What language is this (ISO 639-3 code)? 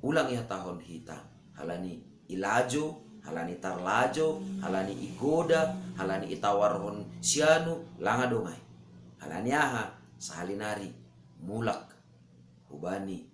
bts